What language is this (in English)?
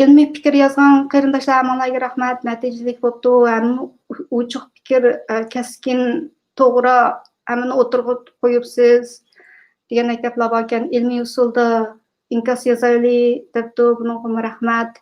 Uyghur